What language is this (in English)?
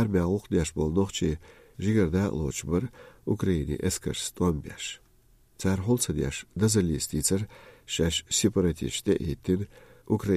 Chechen